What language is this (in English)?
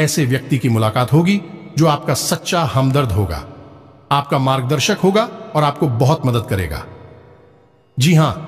Hindi